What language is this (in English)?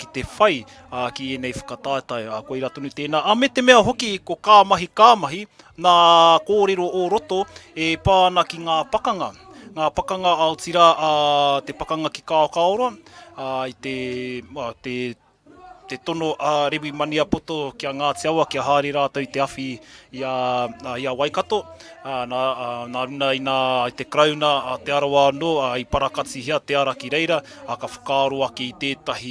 Māori